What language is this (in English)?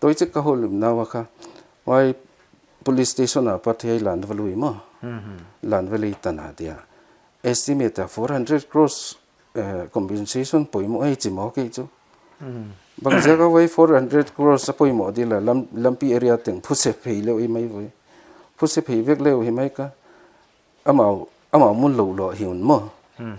Paite Chin